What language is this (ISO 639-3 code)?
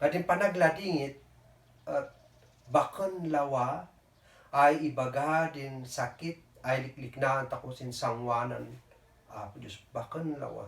kne